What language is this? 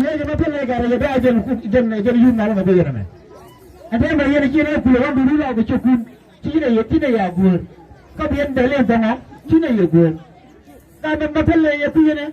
Nuer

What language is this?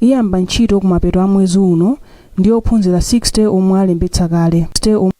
Nyanja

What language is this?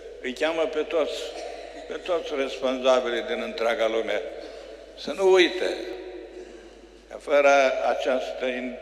Romanian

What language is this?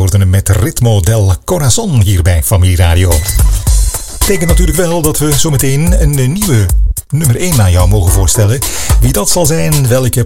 Dutch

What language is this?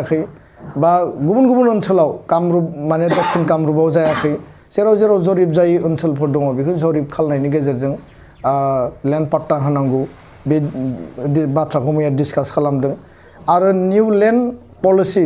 Bodo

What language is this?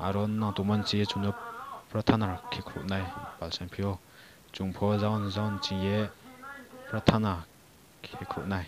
Riang (India)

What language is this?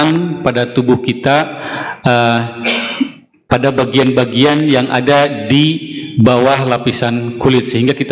Indonesian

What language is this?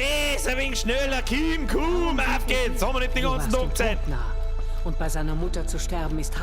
Bavarian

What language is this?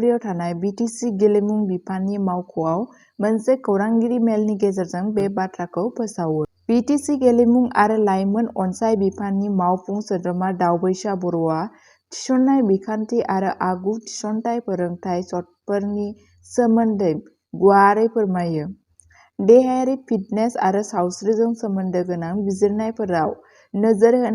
Bodo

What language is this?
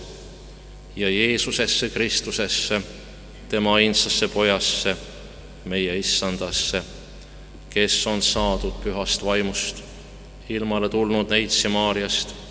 Estonian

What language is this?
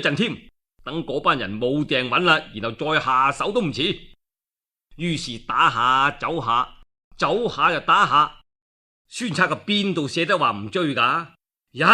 Cantonese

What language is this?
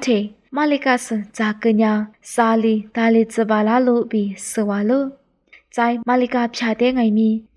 Lisu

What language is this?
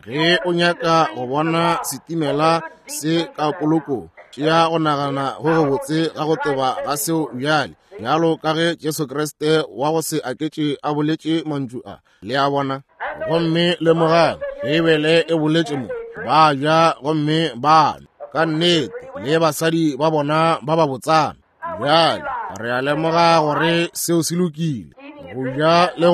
Northern Sotho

